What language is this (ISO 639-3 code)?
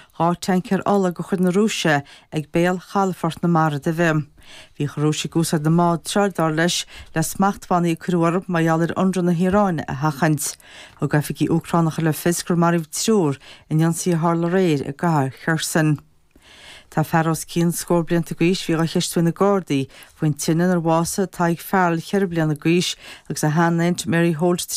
gle